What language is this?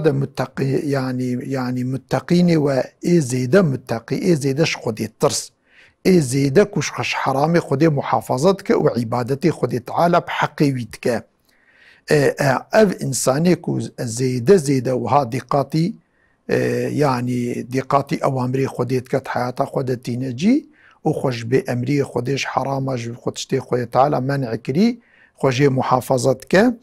Kurdish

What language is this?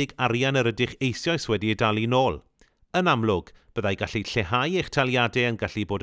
Welsh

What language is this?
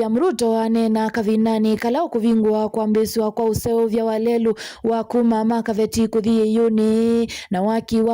Kamba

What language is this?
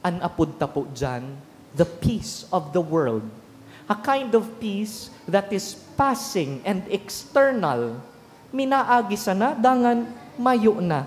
Bikol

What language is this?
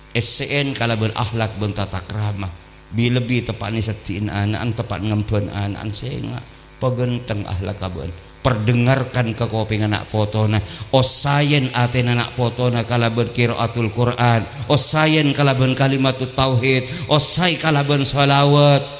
Madurese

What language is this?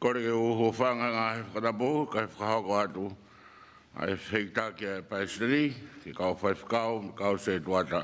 Tongan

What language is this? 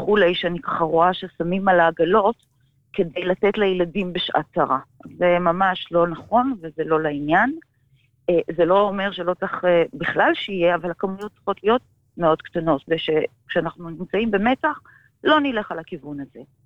Hebrew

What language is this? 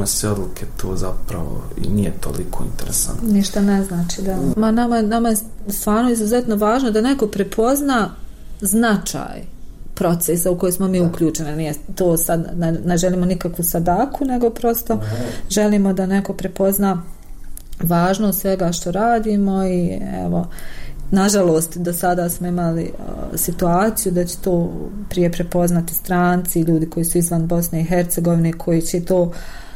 Bosnian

